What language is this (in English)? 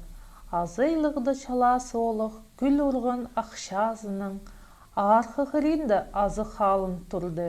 Khakas